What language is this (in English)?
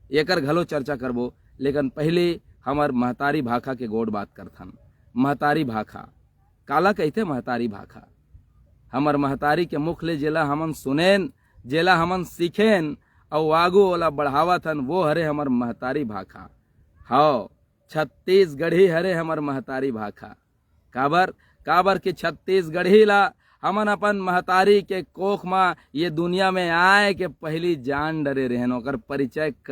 Chhattisgarhi